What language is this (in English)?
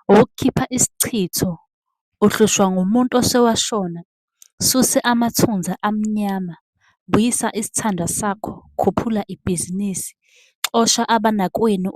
Zulu